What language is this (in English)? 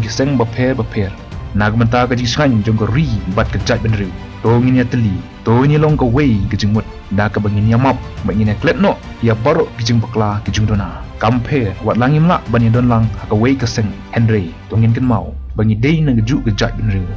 Khasi